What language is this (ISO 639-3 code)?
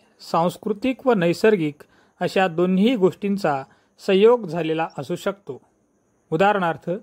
mar